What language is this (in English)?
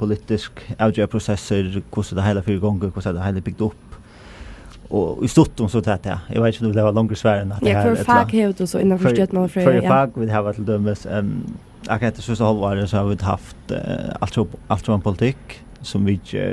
Faroese